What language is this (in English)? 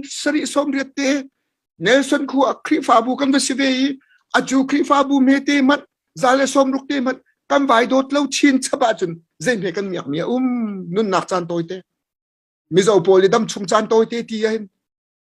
Hakha Chin